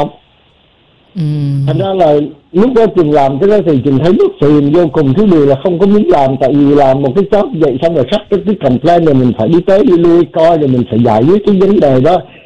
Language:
Vietnamese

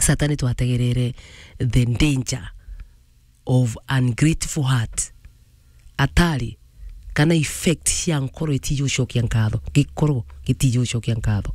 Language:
Meru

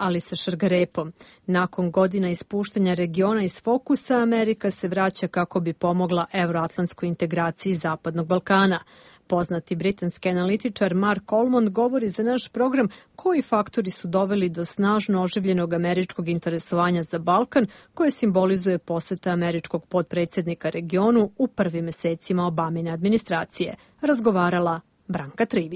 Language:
Serbian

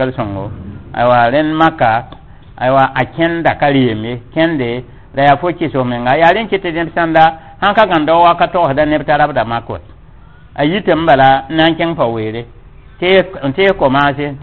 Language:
Mossi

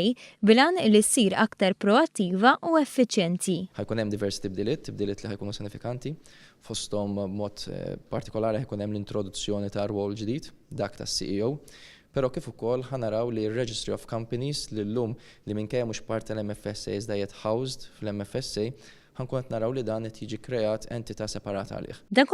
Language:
Maltese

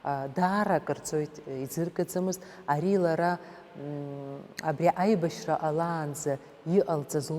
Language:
Abkhazian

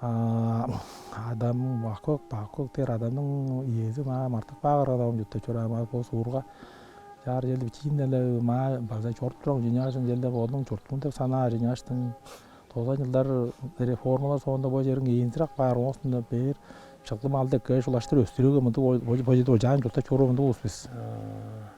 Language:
Tuvinian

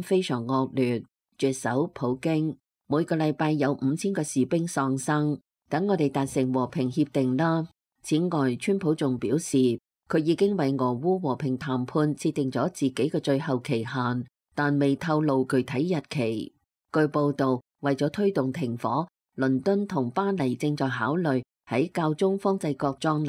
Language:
Cantonese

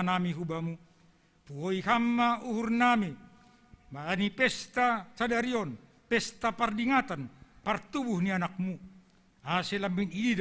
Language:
Batak Simalungun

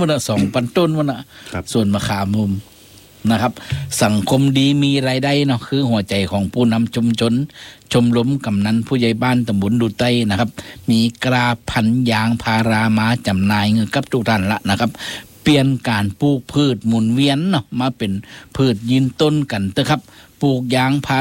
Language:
Thai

